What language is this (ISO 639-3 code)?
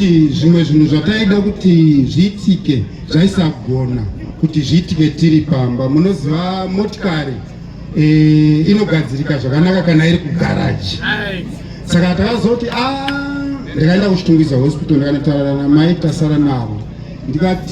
sna